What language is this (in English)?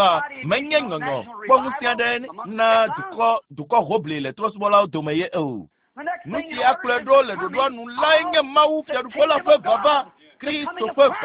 Ewe